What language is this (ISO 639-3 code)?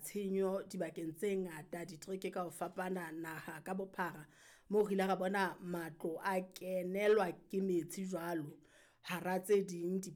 sot